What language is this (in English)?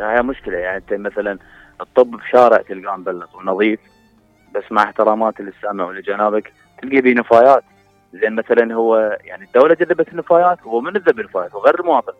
Mesopotamian Arabic